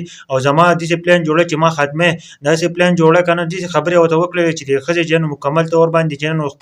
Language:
Pashto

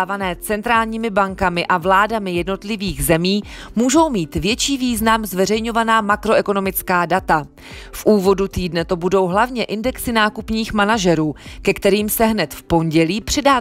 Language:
Czech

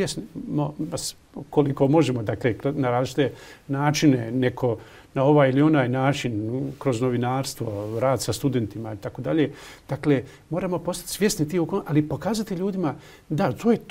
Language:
Bosnian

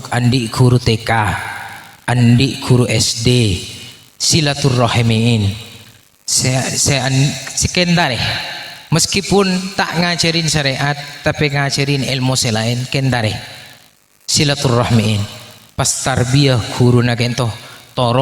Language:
Madurese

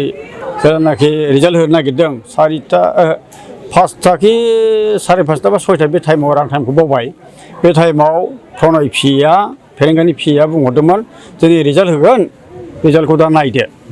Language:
Bodo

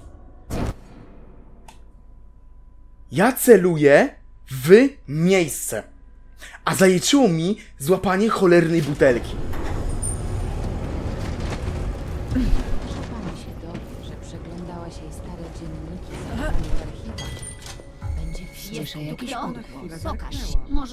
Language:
Polish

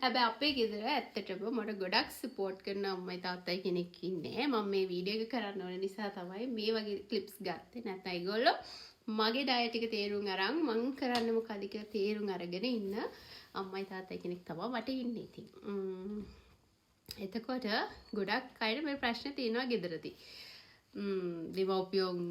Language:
Sinhala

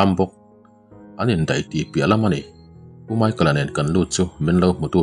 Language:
Mizo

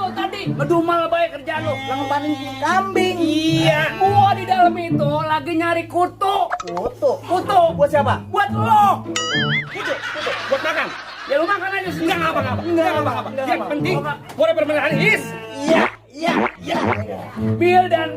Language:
Betawi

